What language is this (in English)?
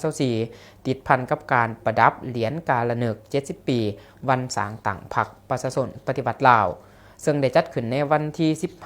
Lao